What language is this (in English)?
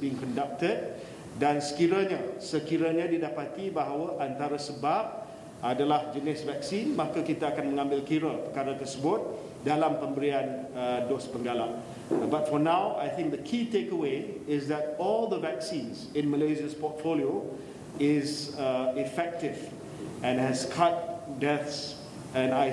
Malay